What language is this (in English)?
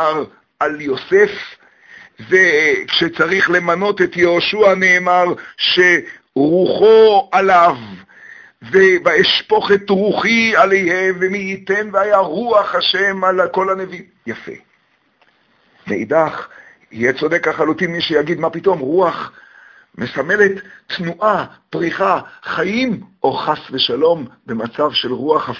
Hebrew